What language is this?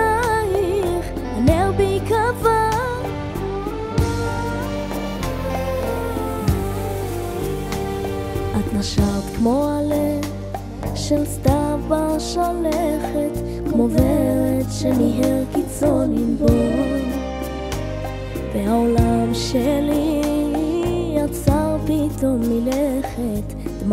Hebrew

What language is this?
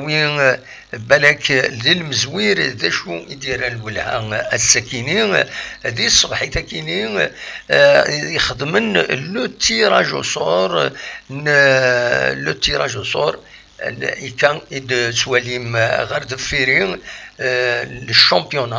Kabyle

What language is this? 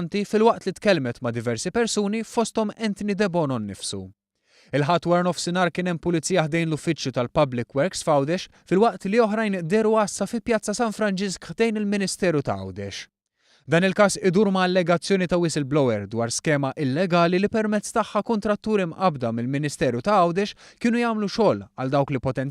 Maltese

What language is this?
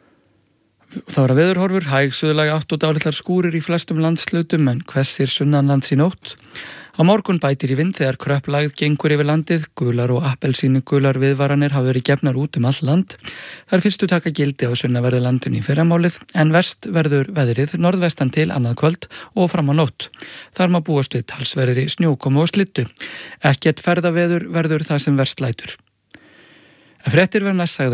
Icelandic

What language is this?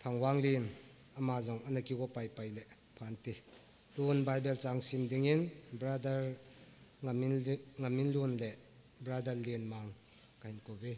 Thado Chin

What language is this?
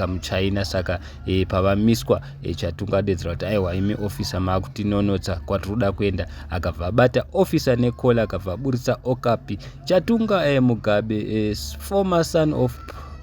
Shona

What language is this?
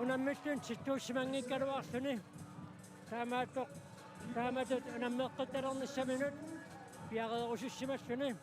Kalaallisut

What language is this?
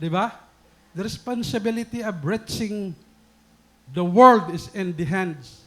Waray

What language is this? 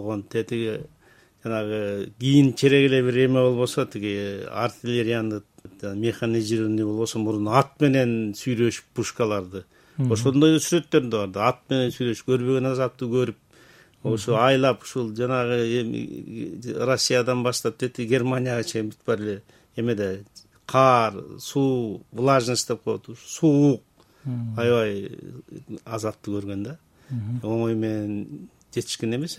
Kyrgyz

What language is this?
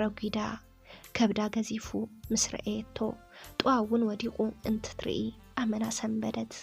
Tigrinya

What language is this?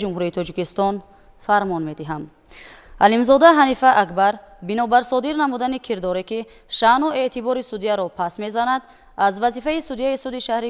Tajik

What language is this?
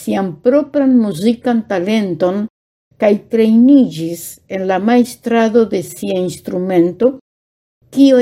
Esperanto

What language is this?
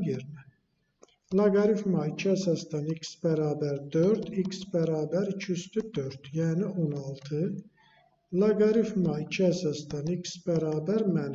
Azerbaijani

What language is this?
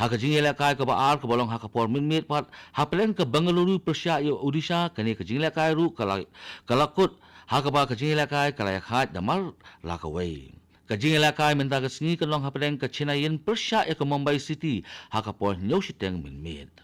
Khasi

